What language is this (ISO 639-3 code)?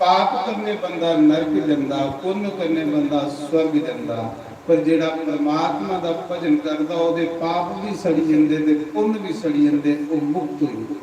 doi